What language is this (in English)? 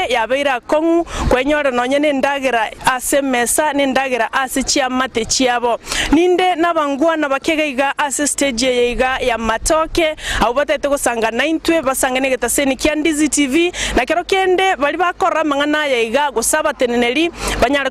Gusii